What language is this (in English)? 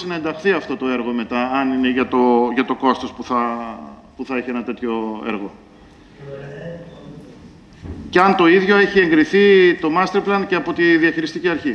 Greek